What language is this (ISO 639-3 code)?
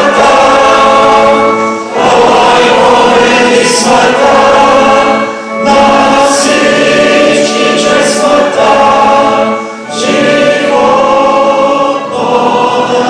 bul